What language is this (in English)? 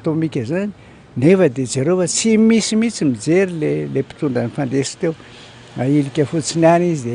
Malagasy